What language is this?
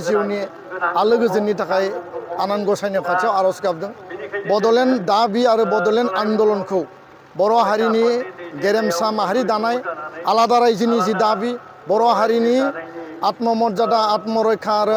Bodo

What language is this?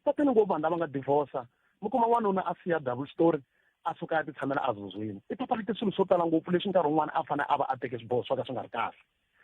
Tsonga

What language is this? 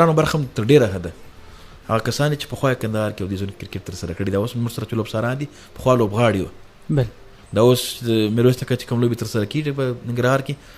Pashto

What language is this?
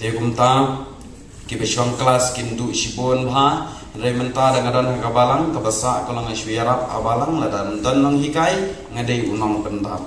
Khasi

